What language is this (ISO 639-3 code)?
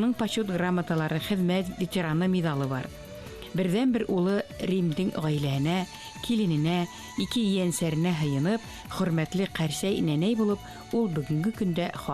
bak